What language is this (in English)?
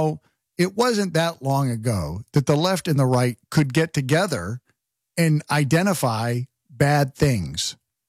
English